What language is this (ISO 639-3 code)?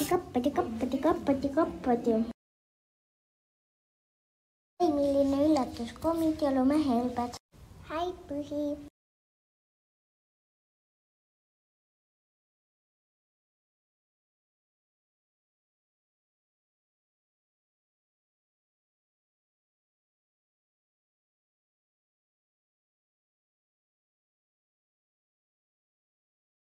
est